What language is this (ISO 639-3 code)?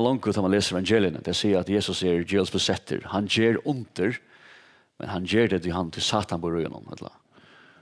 fao